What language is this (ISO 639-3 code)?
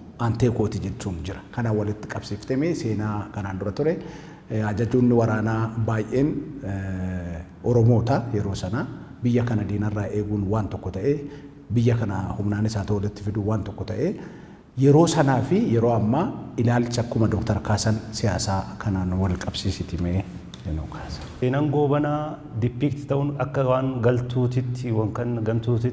orm